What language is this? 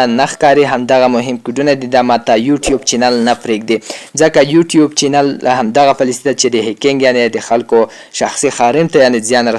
Pashto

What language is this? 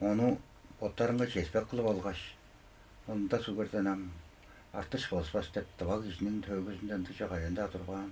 Tuvinian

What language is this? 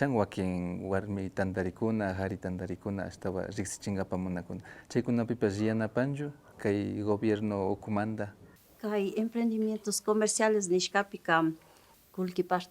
Imbabura Highland Quichua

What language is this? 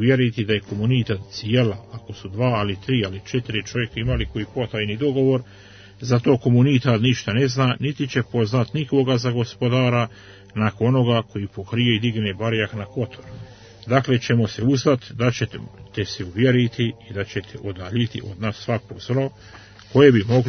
Croatian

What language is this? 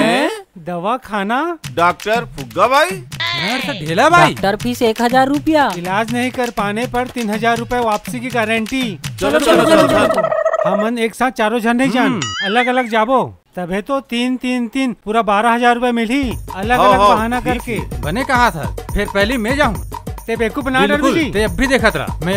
Chhattisgarhi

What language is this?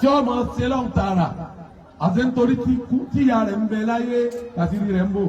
Yoruba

